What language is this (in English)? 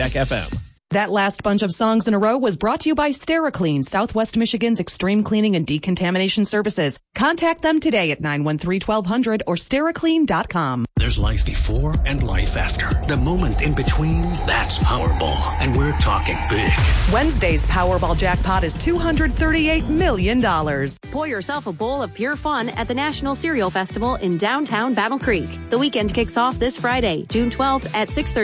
English